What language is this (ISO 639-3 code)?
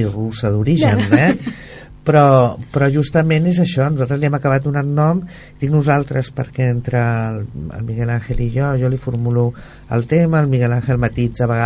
cat